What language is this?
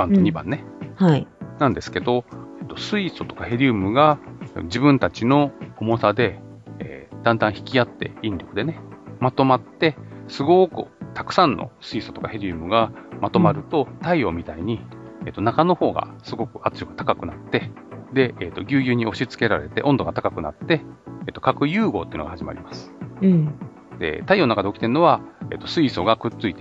Japanese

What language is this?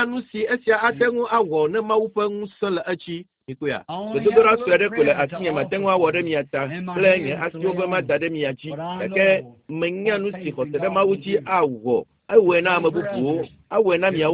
Ewe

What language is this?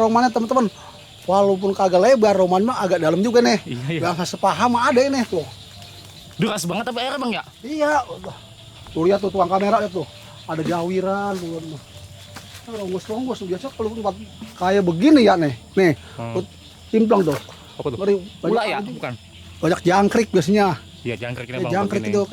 Betawi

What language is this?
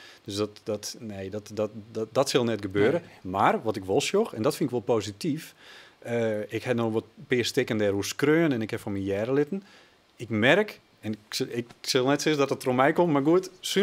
Western Frisian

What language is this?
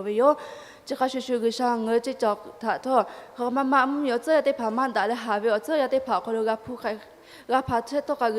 Lahu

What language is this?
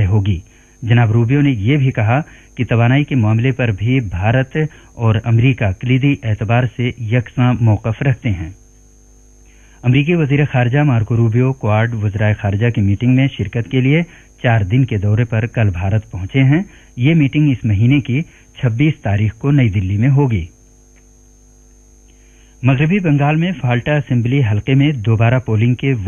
Urdu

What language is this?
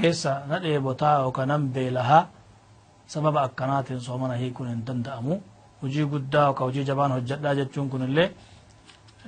Oromo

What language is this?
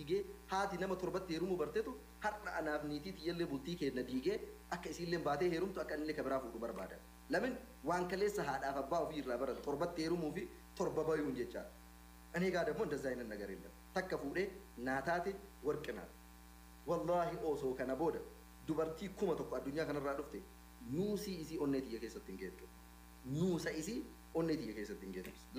Oromo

